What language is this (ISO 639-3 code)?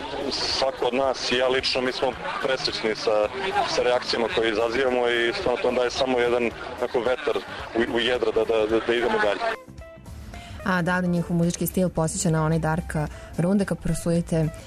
srp